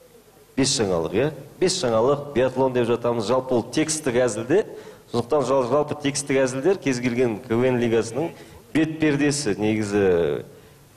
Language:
Kazakh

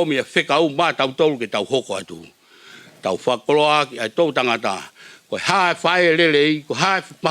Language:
Tongan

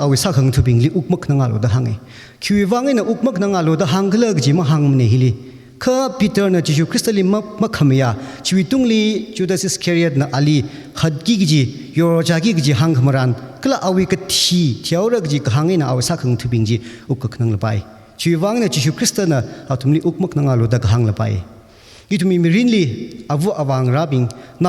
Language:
Tangkhul Naga (India)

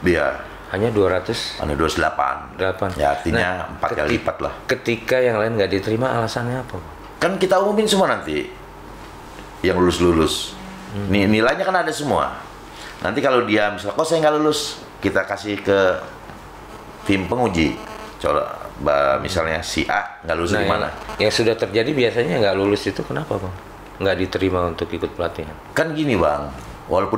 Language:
Indonesian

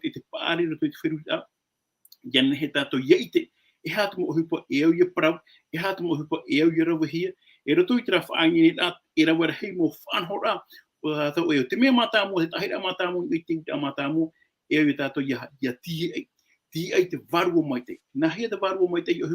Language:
Tahitian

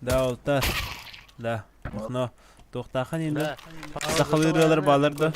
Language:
Yakut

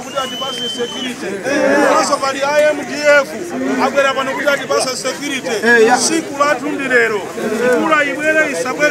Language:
Nyanja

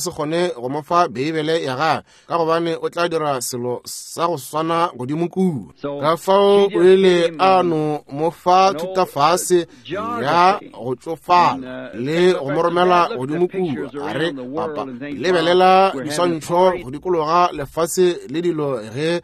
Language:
Northern Sotho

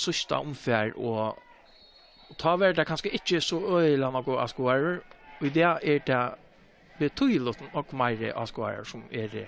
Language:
Faroese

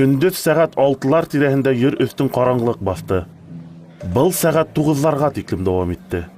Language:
Bashkir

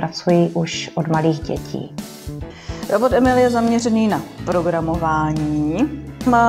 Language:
Czech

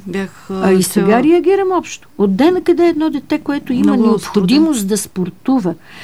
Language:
Bulgarian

